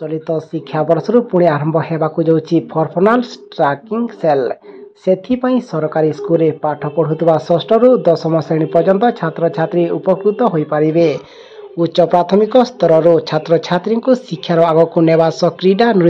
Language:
Odia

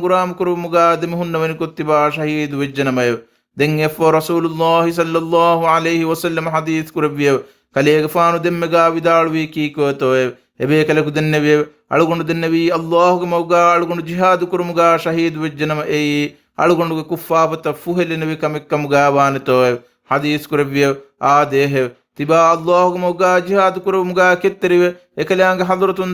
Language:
Divehi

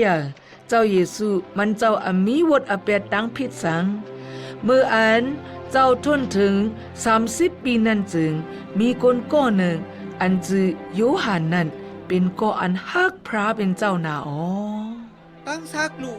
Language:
Shan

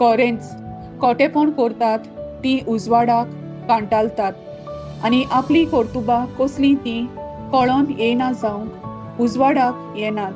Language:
Konkani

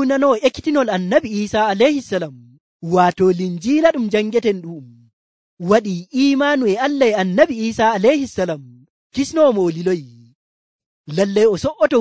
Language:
Nigerian Fulfulde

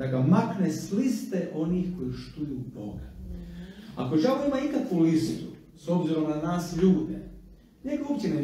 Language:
Croatian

